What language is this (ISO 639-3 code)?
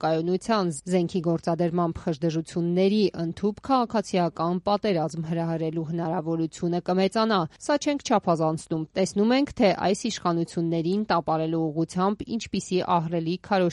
hye